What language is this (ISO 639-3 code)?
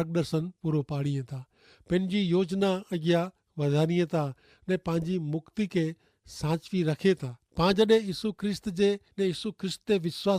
kfr